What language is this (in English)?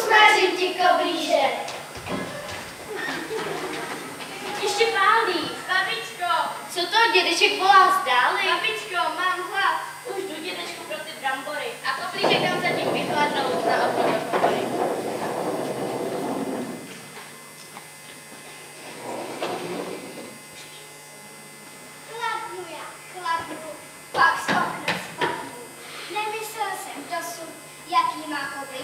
Czech